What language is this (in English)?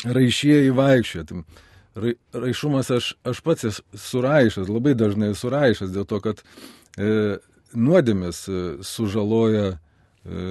Lithuanian